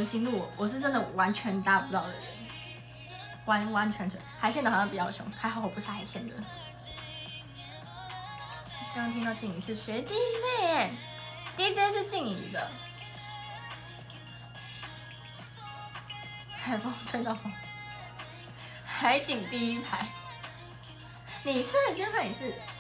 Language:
Chinese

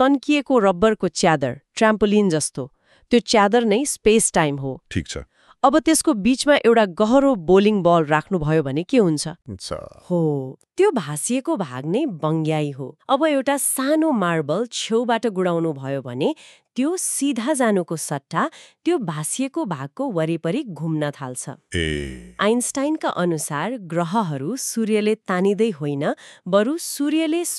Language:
Nepali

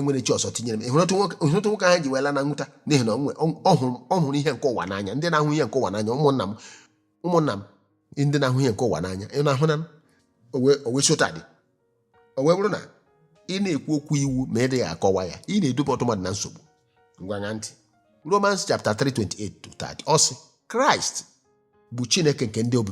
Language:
Igbo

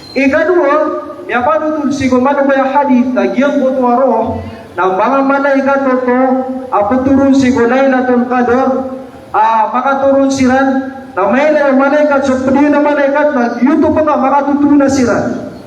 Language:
Maranao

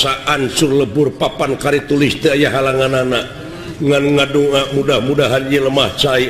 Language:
Sundanese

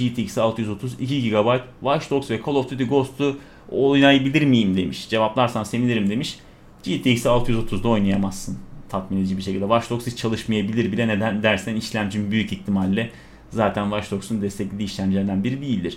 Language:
Turkish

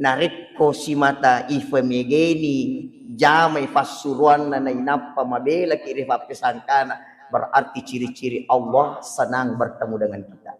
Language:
Buginese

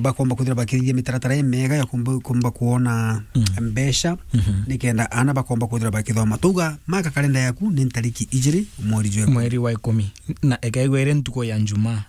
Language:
Meru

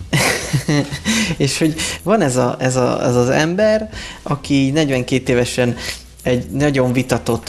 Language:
Hungarian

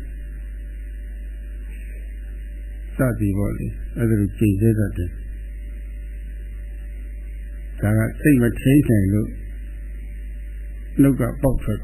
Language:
Burmese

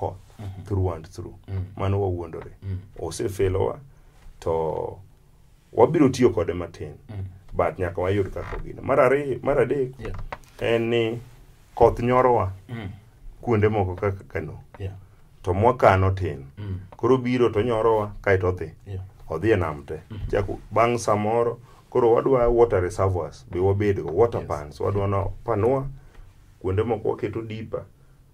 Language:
Luo (Kenya and Tanzania)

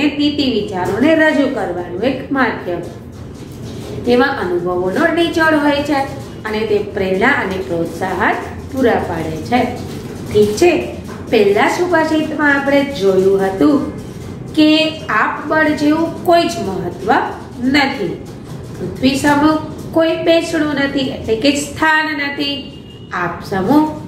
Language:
Gujarati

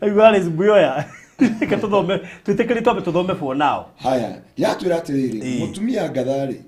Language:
Kikuyu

